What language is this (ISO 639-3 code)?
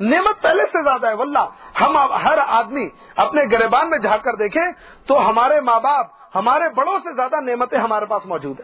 urd